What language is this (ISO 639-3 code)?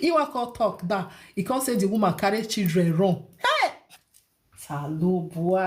pcm